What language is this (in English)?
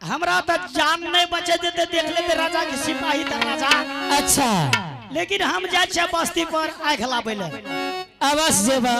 Angika